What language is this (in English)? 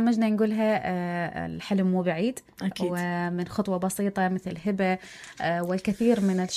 Mesopotamian Arabic